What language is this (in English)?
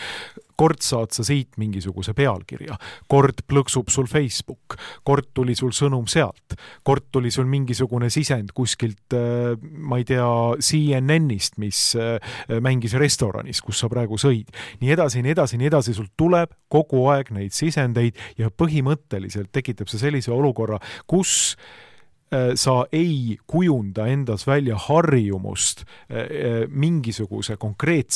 Estonian